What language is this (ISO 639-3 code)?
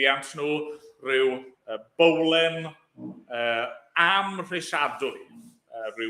cym